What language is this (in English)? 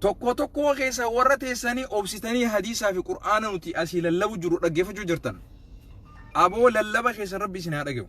Oromo